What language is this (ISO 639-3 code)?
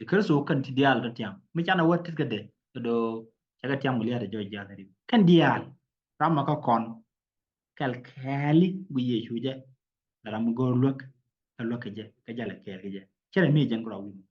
nus